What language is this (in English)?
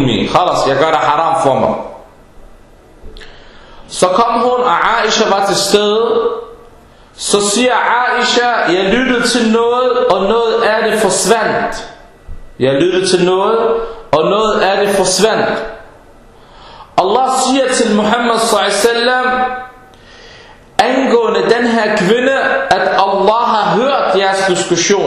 Danish